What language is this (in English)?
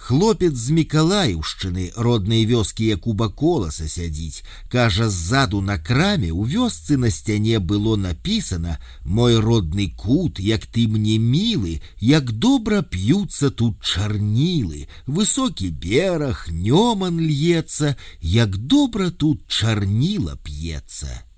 Belarusian